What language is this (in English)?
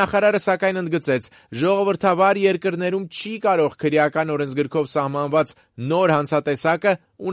Armenian